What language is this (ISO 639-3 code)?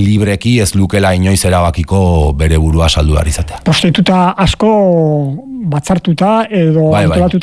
eus